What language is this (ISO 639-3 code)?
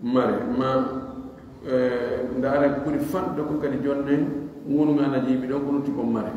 fuf